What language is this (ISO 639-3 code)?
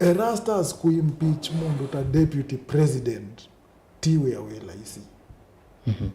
kam